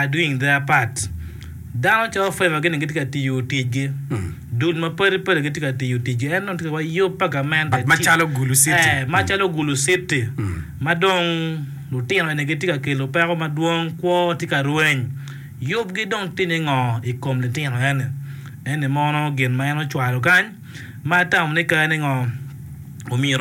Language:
Acoli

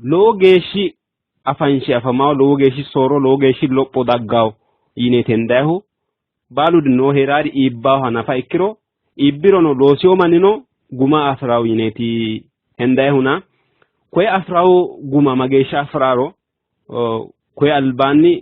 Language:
Sidamo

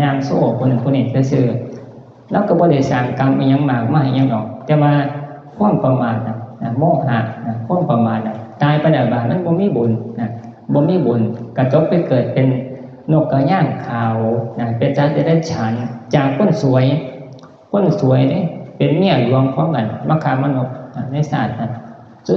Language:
Northeastern Thai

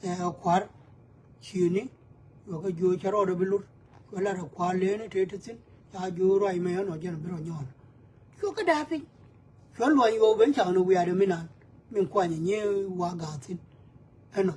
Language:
Nuer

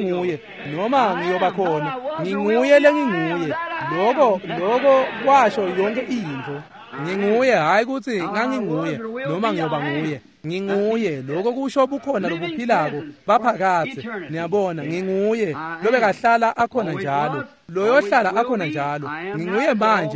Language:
Swati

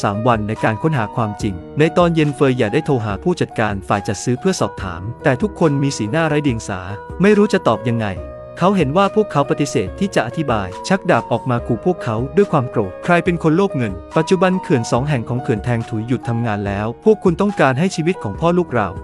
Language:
Thai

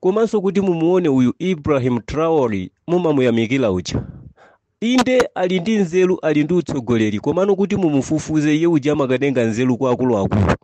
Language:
Nyanja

